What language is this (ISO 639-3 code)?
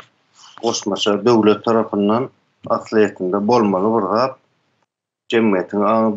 tuk